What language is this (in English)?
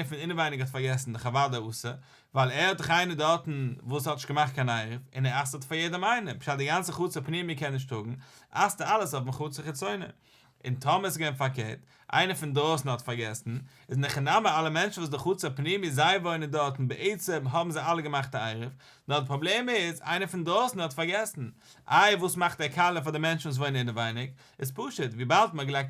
Yiddish